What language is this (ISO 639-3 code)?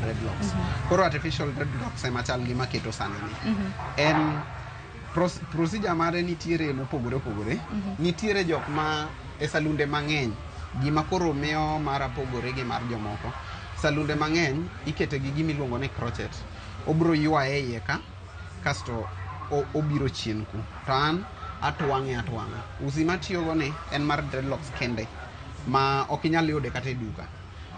luo